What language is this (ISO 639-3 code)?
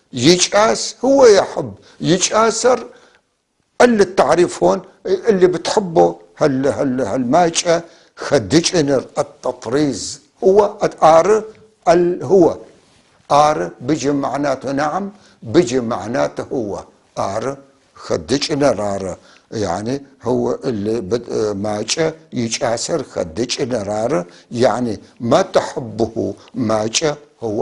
apc